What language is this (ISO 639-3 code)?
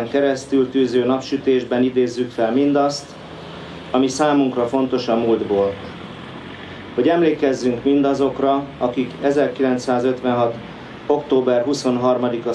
hun